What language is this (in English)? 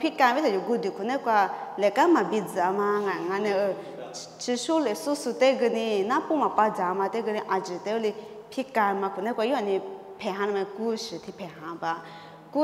Lisu